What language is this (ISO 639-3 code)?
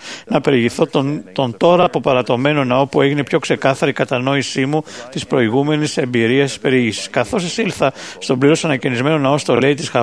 ell